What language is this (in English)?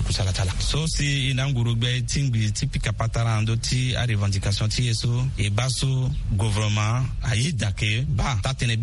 Sango